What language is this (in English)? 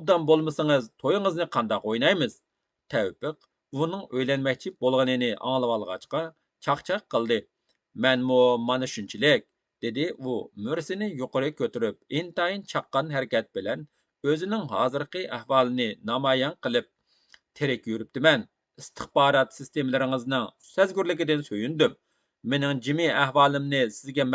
Uyghur